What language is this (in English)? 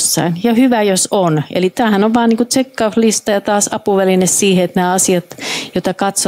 Finnish